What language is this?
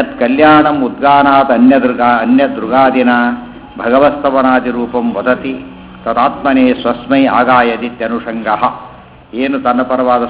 Kannada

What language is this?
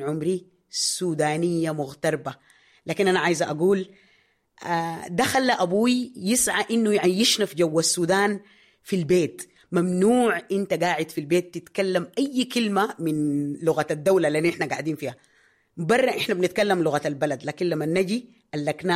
Sudanese Arabic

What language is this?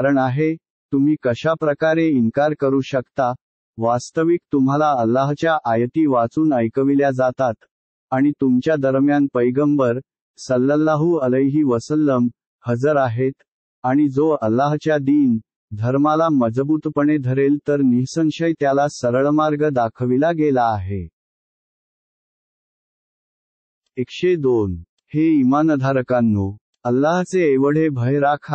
Marathi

